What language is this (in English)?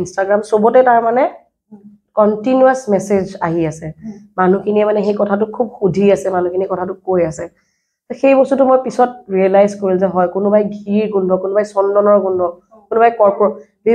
Assamese